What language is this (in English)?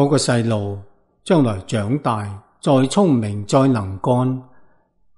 Cantonese